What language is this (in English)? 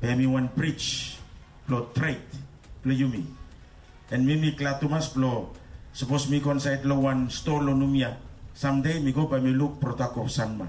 Bislama